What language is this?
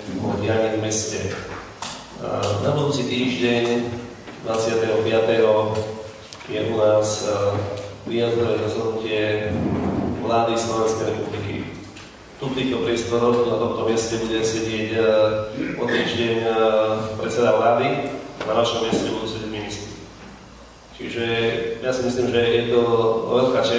Slovak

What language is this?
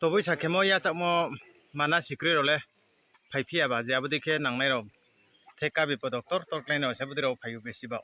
Riang (India)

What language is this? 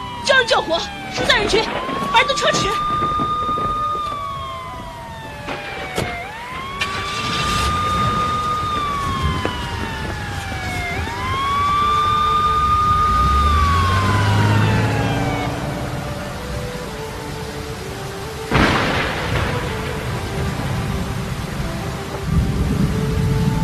Chinese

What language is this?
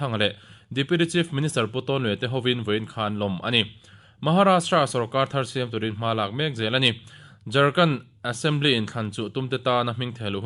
Mizo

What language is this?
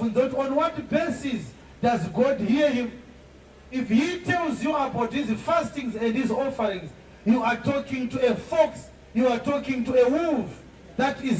Shona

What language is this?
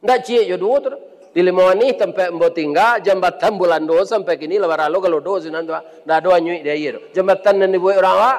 Minangkabau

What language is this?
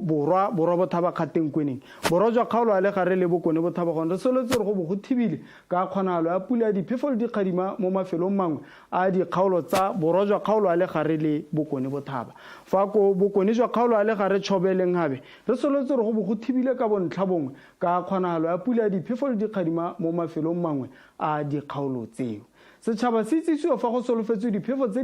Tswana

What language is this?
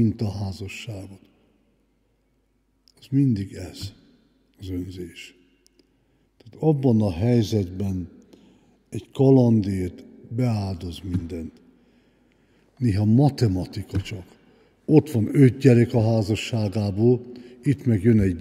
Hungarian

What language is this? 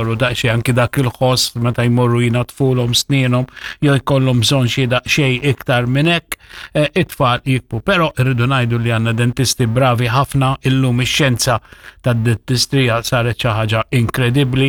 Maltese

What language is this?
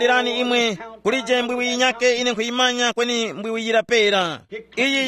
Tumbuka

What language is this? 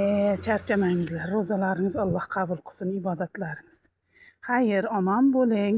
Uzbek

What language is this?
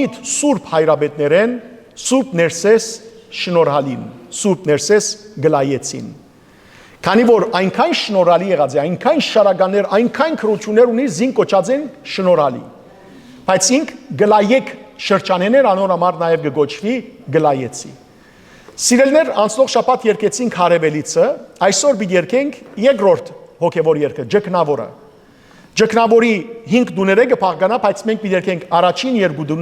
Western Armenian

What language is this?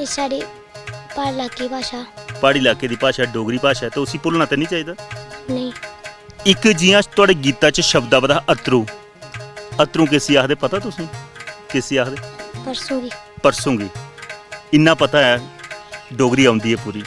Dogri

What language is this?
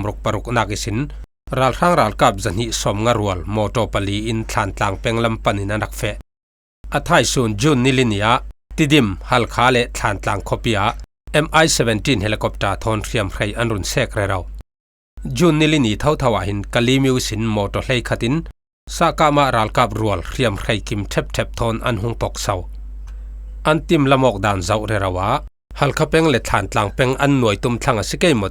Falam Chin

